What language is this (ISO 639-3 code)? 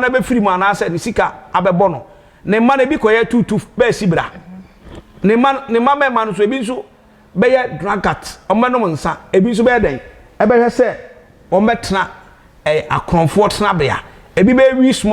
aka